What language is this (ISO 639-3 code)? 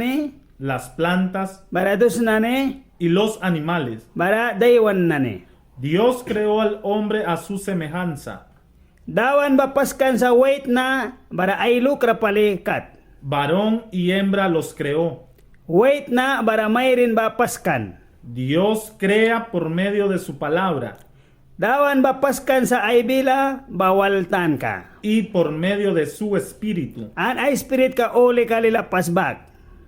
miq